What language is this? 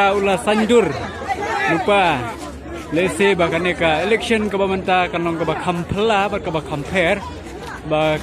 Khasi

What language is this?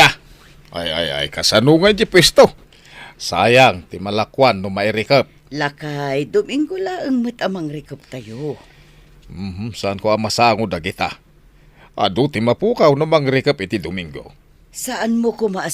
Iloko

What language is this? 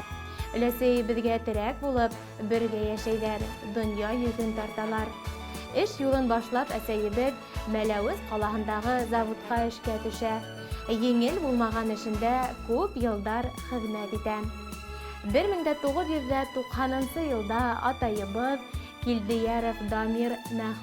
Bashkir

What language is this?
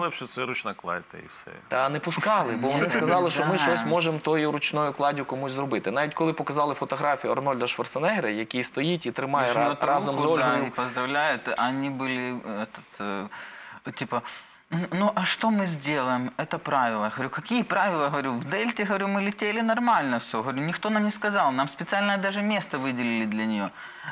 Ukrainian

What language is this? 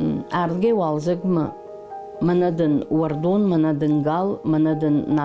Ossetic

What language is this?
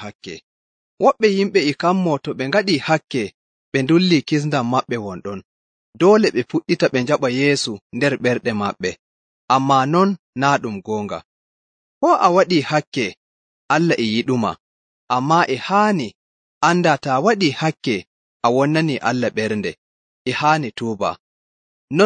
Nigerian Fulfulde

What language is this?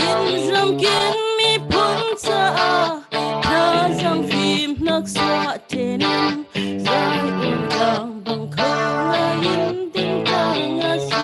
Falam Chin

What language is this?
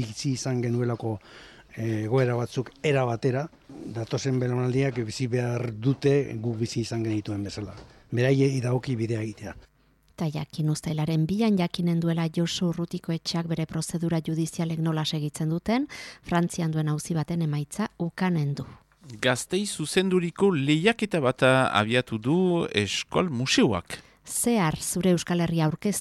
Basque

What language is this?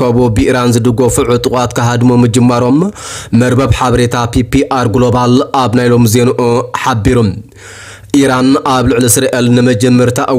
Tigrinya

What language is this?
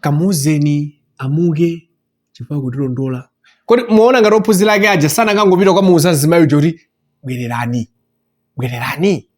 Nyanja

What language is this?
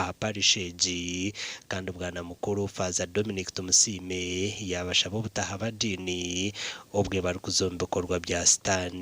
Nyankole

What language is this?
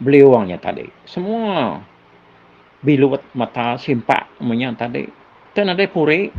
Iban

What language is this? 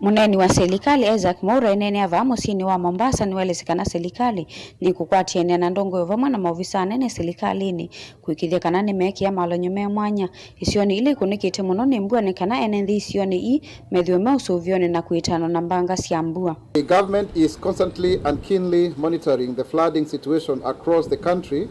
Kamba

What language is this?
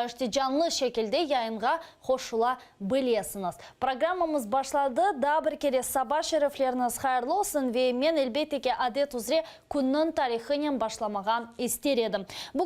Crimean Tatar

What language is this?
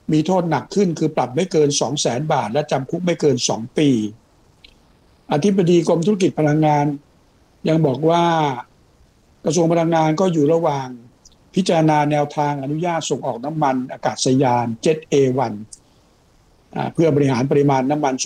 Thai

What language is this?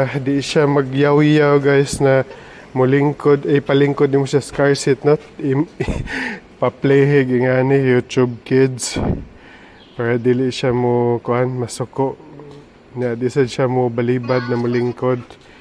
Cebuano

